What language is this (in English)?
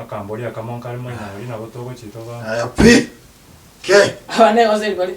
Gusii